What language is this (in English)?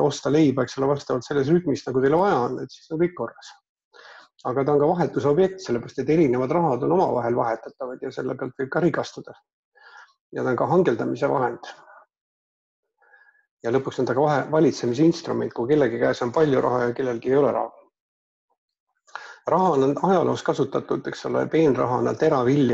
Estonian